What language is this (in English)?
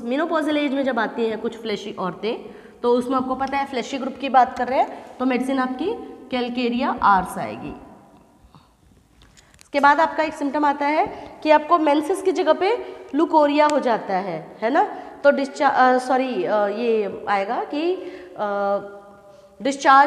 Hindi